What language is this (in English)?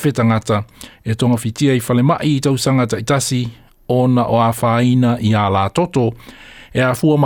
Samoan